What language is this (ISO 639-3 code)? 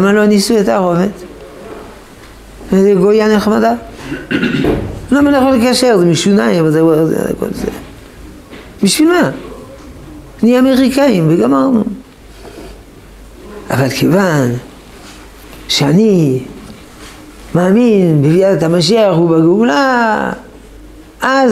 heb